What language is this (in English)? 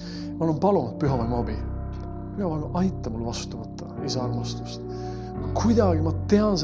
Estonian